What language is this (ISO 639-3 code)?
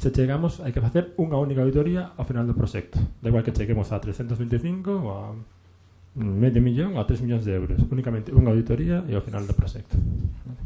glg